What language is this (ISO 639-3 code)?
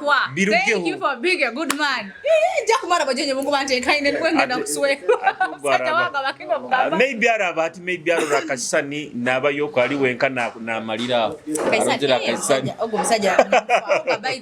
nyo